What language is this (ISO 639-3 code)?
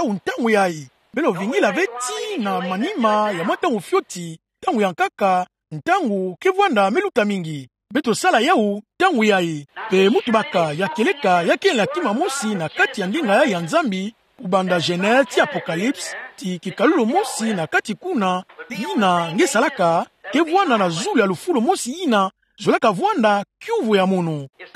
ktu